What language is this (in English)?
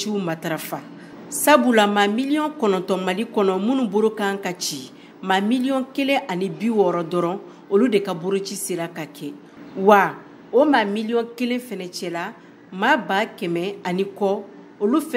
Bambara